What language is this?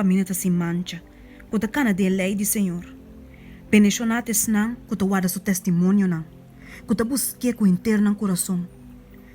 Papiamento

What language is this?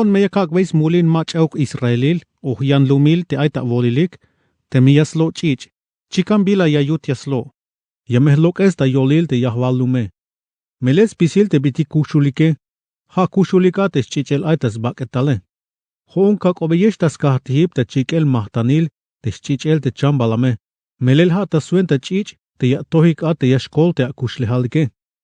Tzeltal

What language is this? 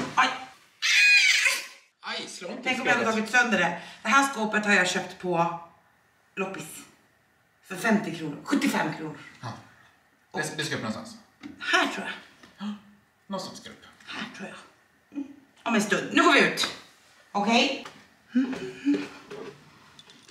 Swedish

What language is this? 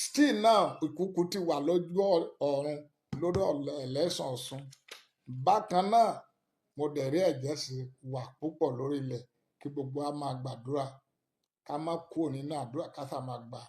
Yoruba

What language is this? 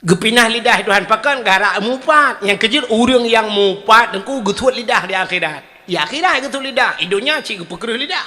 Achinese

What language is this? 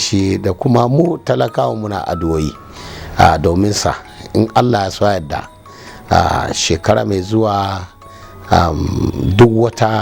Hausa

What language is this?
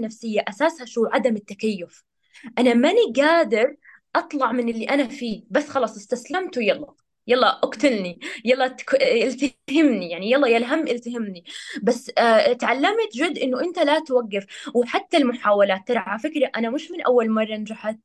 North Levantine Arabic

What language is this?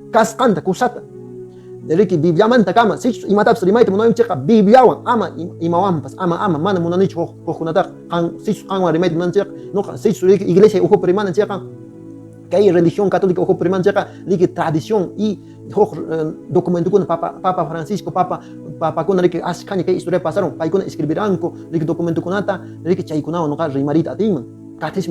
Quechua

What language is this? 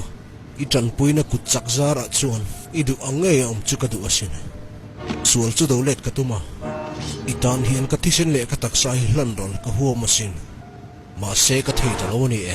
Mizo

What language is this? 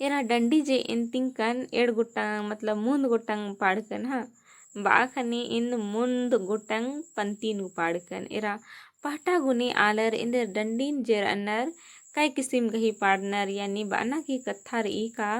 Kurukh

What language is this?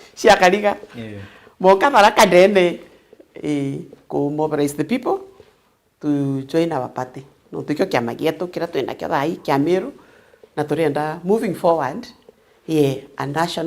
Meru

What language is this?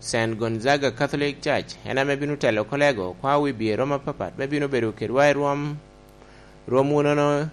Lango (Uganda)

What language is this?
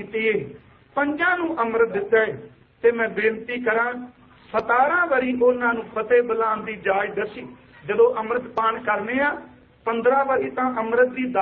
Punjabi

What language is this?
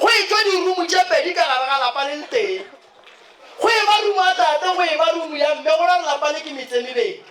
Northern Sotho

